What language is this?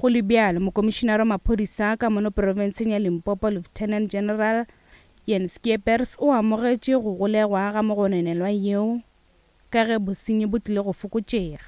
Northern Sotho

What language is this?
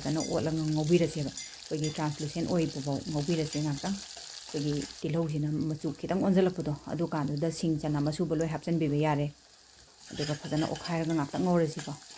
Manipuri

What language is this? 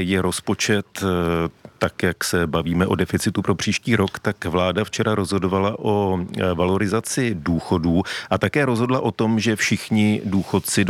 Czech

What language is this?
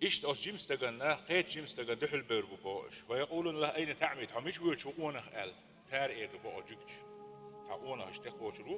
Chechen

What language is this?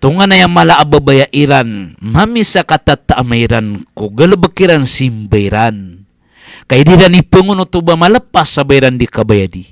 Maranao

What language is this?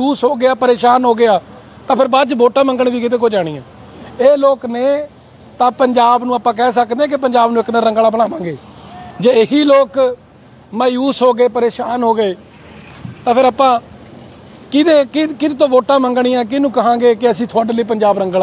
Punjabi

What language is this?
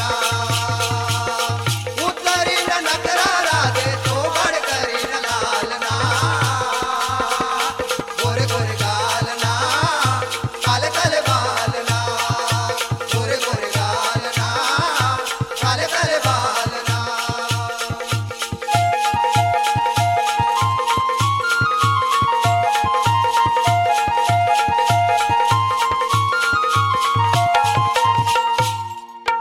Marathi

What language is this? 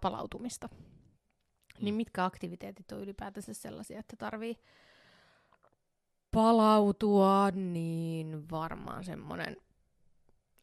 Finnish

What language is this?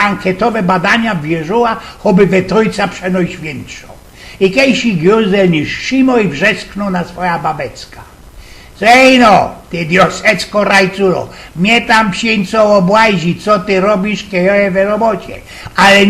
Silesian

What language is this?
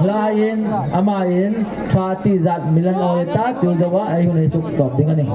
Hmar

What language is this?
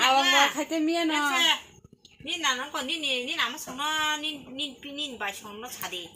Kok Borok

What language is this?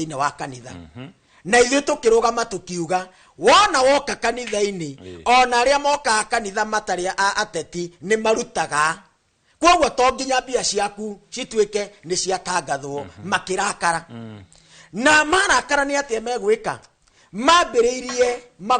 Kikuyu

